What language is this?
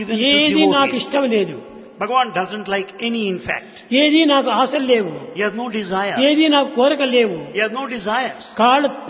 Telugu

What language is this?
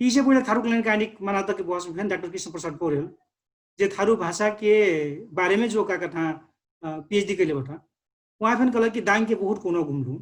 Dangaura Tharu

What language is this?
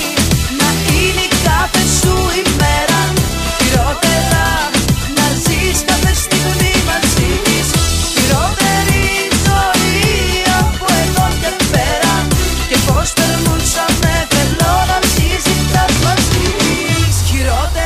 Greek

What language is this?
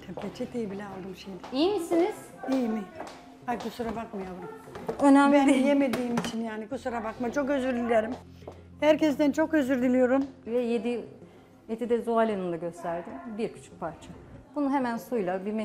Turkish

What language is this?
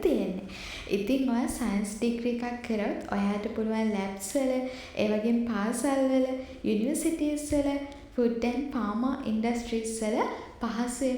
Sinhala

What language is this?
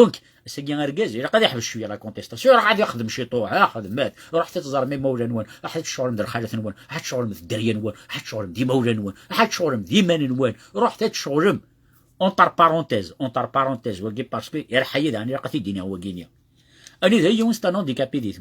Kabyle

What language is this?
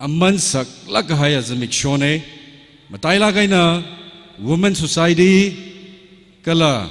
Tangkhul Naga (India)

